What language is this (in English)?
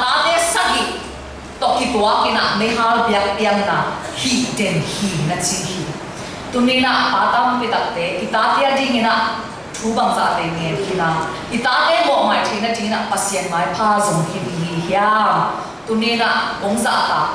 Tedim Chin